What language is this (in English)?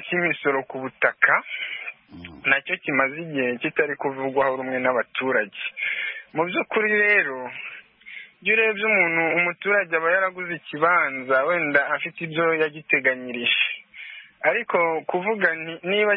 Kinyarwanda